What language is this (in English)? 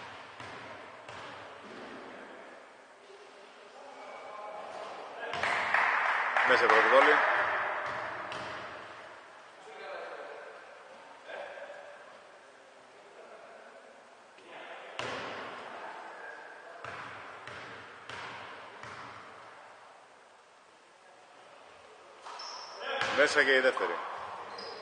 Greek